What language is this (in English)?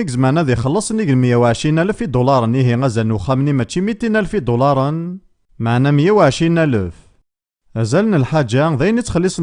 Kabyle